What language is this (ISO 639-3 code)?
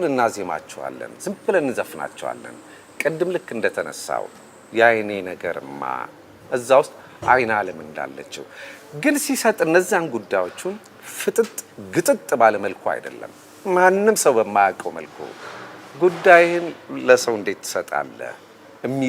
amh